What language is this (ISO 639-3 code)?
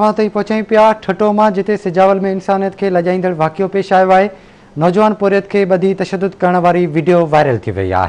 snd